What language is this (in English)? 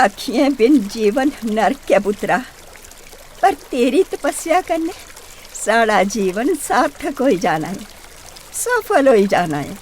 Dogri